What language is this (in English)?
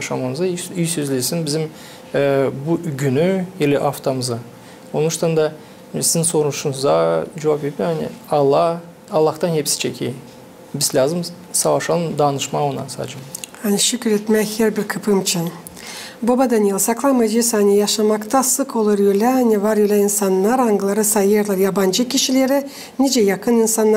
Gagauz